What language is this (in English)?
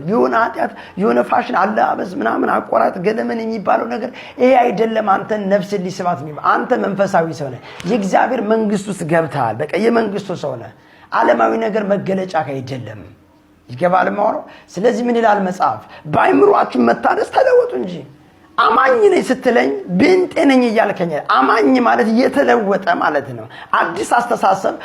Amharic